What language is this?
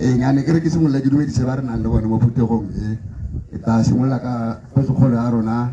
Tswana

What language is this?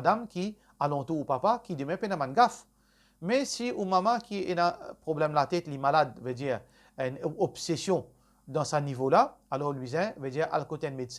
Morisyen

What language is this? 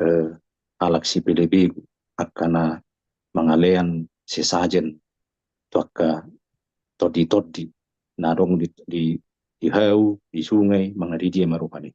Batak Toba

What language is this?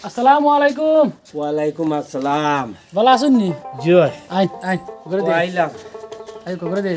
Sylheti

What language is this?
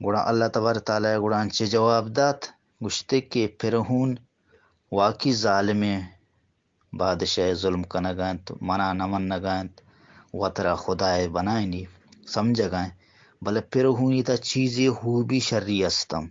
Eastern Balochi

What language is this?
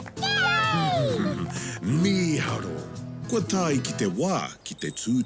Māori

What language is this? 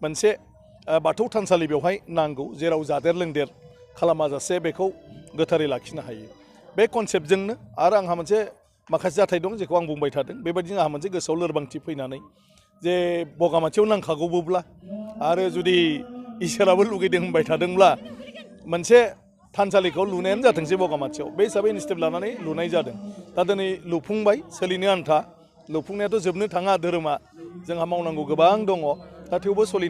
Bodo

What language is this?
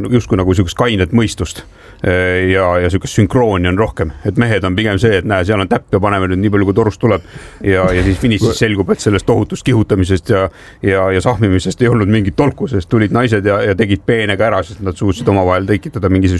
Estonian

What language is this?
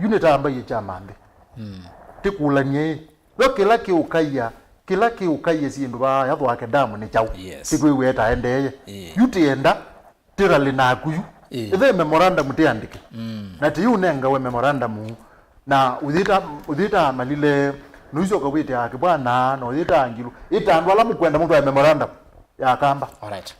Kamba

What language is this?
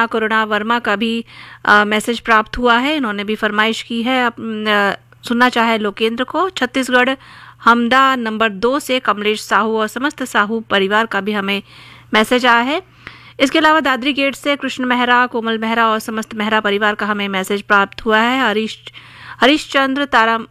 Hindi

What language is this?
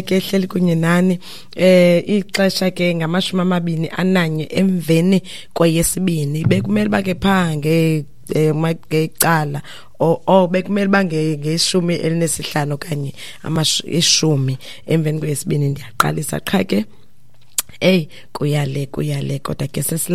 Xhosa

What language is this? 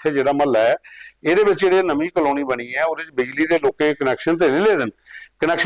Dogri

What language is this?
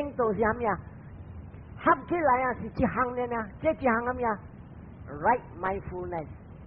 Min Nan Chinese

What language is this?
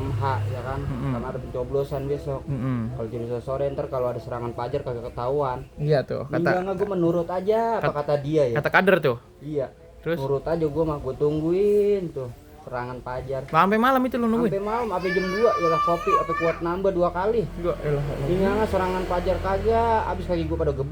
Betawi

